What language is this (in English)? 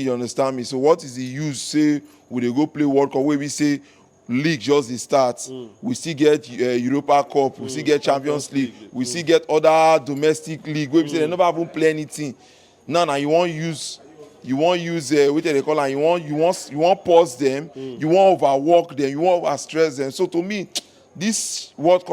Nigerian Pidgin